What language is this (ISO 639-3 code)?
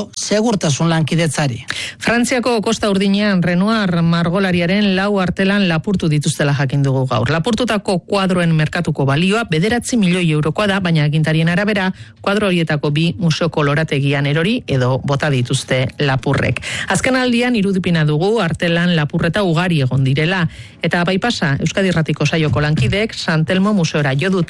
eus